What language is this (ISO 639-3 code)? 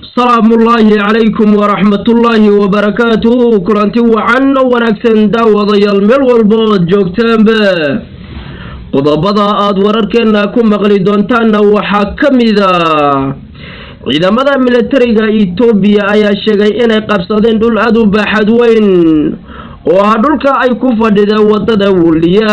som